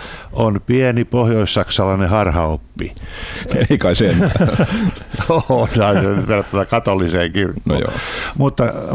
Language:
Finnish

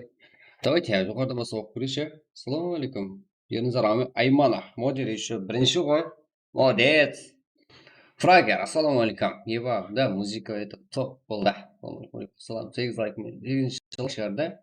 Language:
Kara-Kalpak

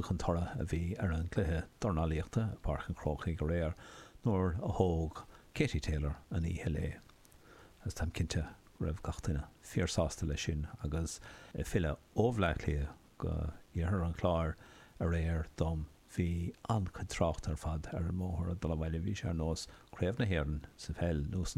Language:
Irish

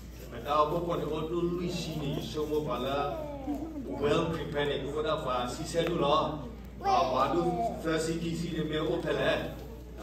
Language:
S'gaw Karen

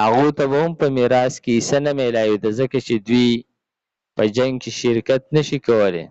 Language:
Pashto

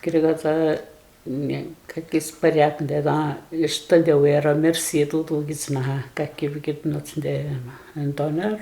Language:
Atikamekw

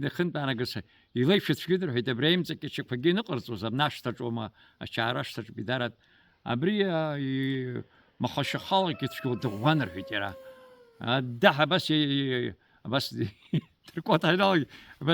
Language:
Abkhazian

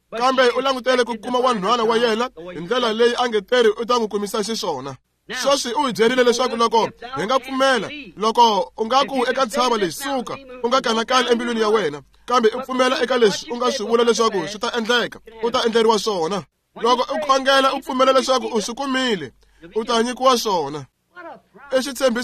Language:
Tsonga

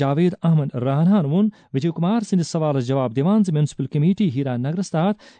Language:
Kashmiri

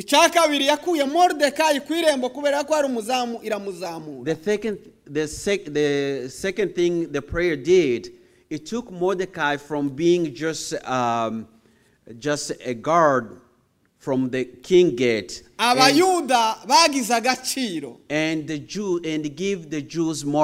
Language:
Kinyarwanda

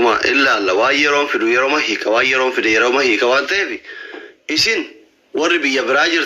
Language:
Oromo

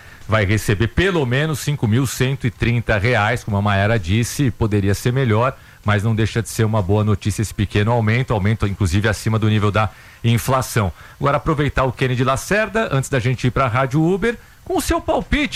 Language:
Portuguese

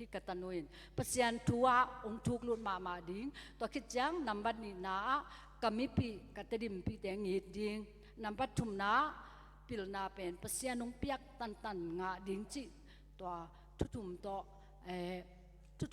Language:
Tedim Chin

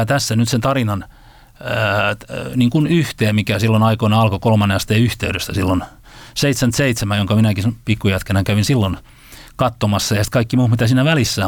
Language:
Finnish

